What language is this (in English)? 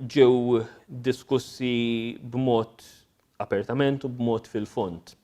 Maltese